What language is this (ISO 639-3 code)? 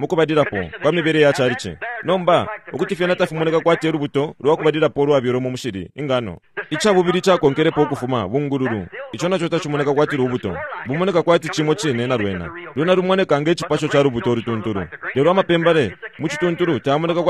bem